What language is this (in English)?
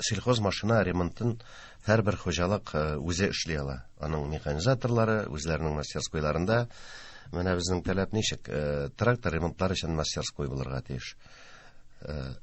Tatar